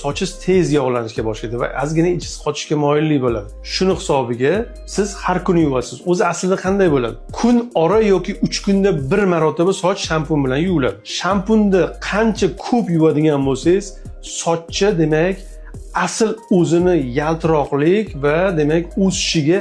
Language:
Uzbek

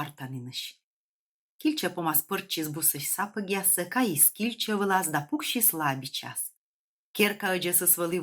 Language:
Komi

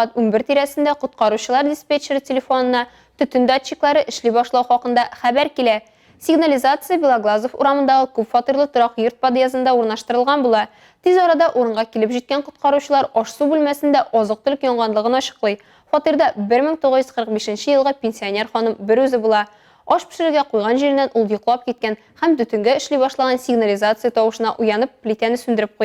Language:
Tatar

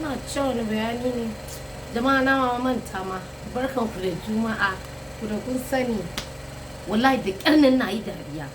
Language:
Hausa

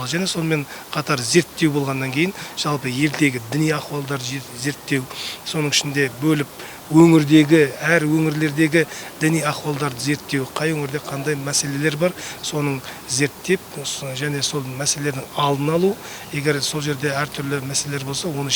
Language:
Kazakh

